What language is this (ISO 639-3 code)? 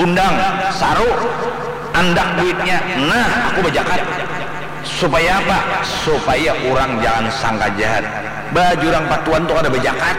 bjn